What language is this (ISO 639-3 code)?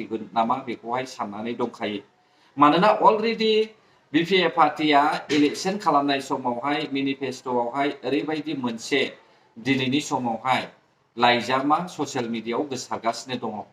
brx